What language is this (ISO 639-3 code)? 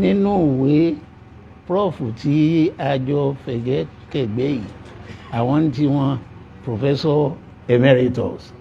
yor